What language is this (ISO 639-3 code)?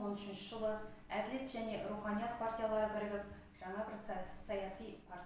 kaz